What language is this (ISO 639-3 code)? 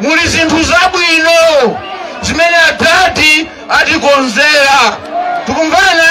nya